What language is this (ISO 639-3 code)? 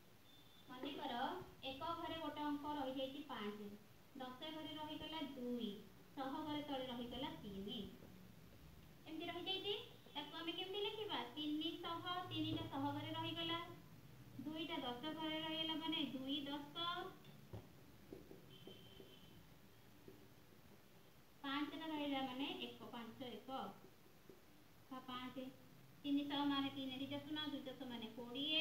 ori